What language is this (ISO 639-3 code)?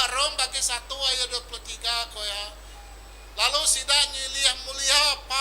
iba